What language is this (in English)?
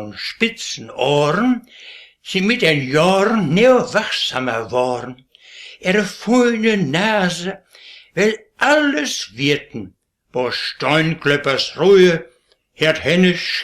Westphalien